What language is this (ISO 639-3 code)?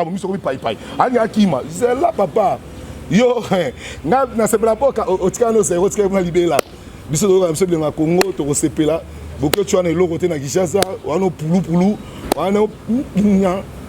lin